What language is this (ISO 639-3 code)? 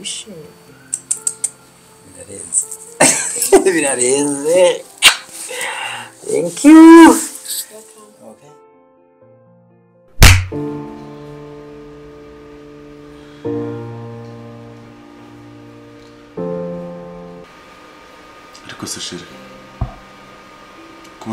kin